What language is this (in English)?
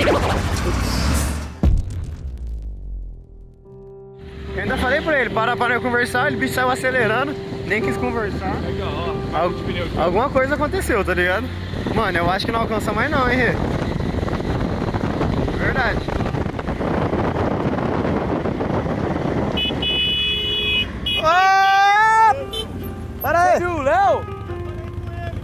Portuguese